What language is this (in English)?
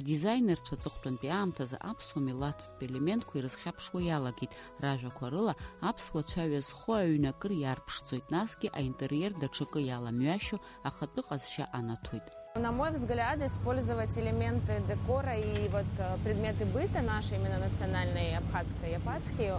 Abkhazian